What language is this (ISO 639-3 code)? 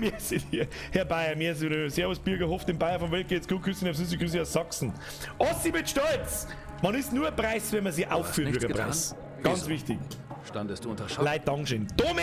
bar